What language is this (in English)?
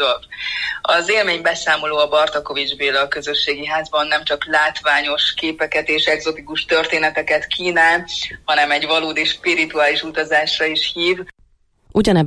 Hungarian